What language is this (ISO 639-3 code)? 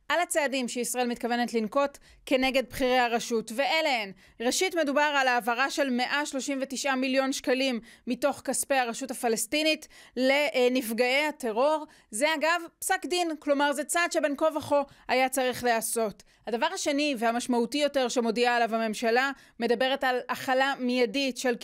heb